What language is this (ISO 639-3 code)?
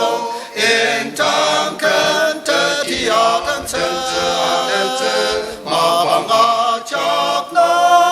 njo